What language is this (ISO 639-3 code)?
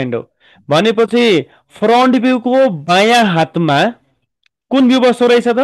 nep